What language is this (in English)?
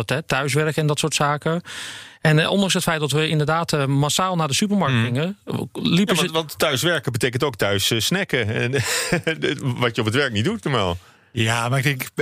Dutch